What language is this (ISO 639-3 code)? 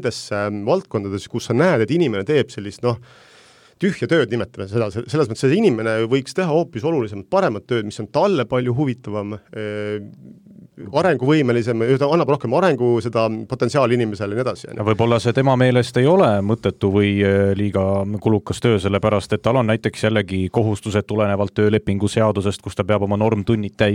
est